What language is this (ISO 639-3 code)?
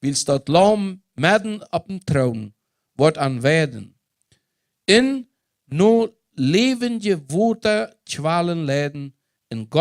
pdt